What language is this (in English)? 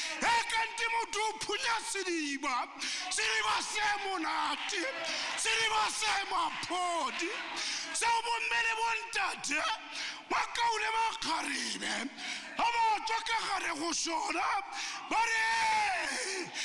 Tswana